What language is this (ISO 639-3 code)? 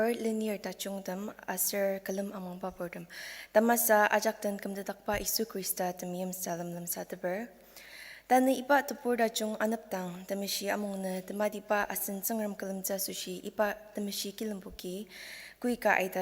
njo